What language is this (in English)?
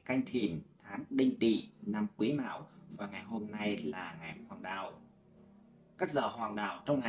Vietnamese